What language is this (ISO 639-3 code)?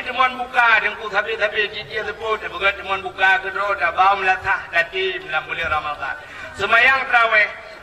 ace